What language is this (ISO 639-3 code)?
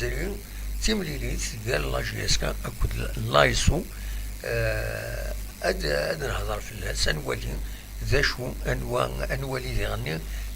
kab